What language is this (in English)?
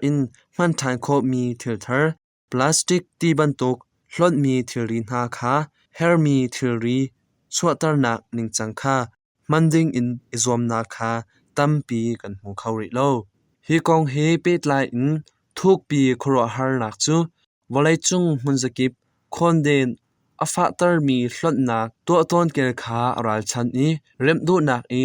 Hakha Chin